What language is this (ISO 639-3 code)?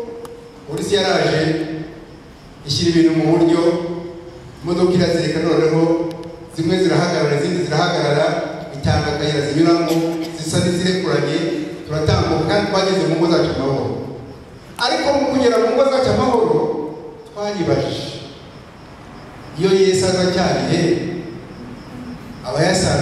kin